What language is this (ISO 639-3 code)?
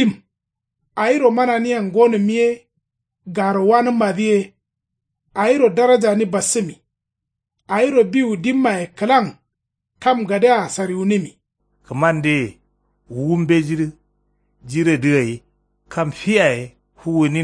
kau